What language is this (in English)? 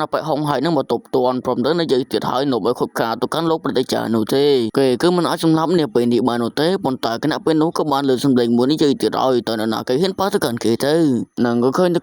Khmer